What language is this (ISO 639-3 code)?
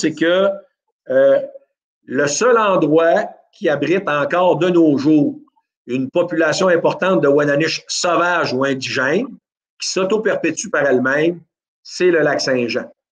fra